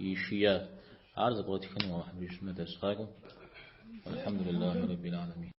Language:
Kabardian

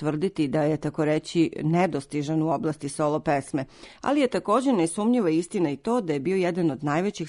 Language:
Serbian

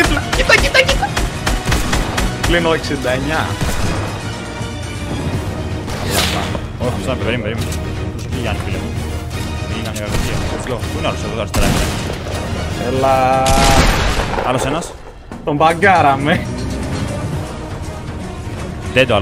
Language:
Greek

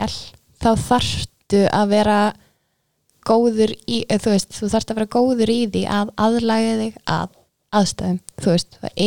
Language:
Icelandic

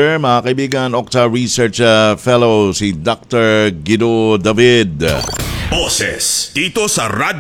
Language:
Filipino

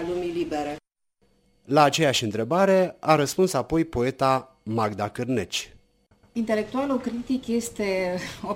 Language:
Romanian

